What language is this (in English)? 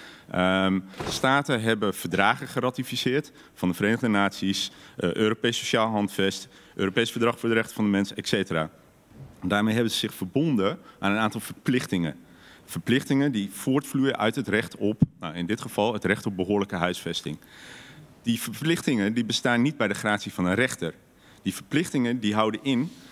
Dutch